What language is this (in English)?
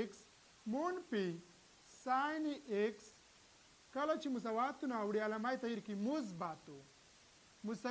Pashto